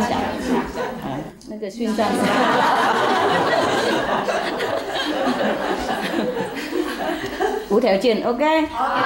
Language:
Chinese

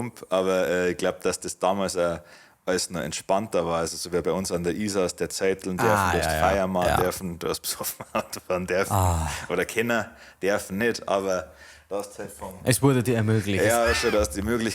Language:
Bavarian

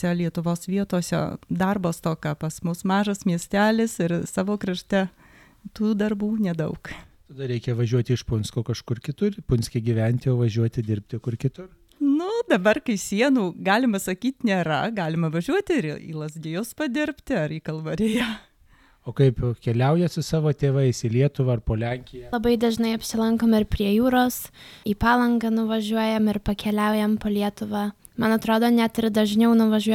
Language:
Lithuanian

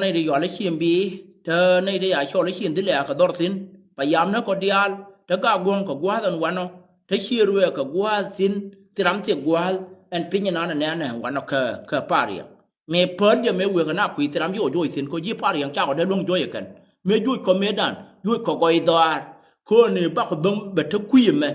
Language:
Nuer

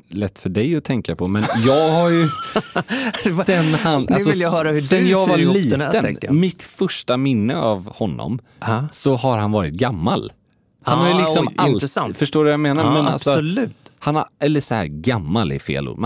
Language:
Swedish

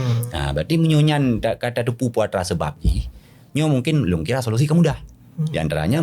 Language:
Achinese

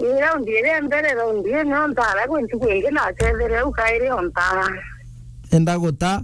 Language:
Meru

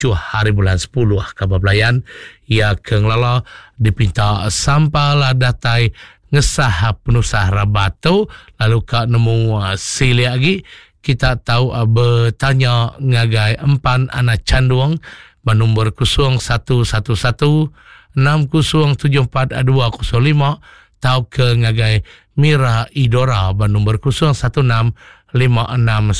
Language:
Iban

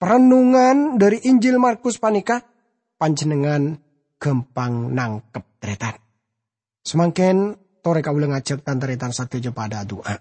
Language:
Madurese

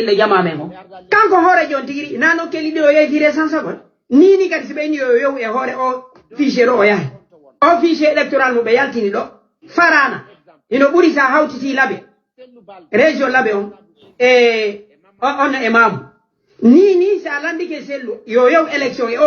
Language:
Fula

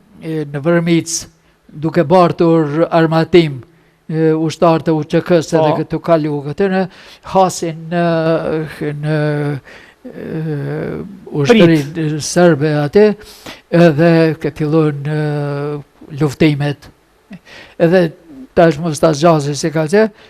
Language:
Albanian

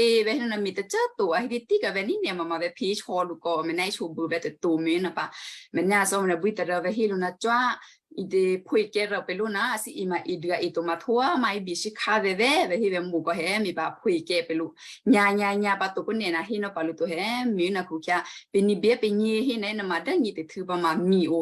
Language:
Western Kayah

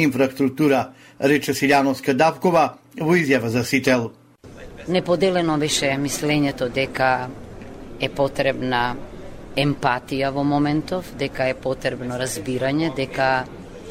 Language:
Macedonian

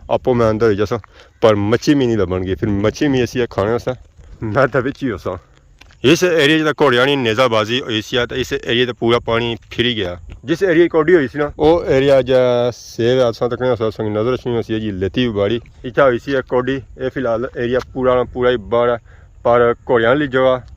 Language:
Pahari-Potwari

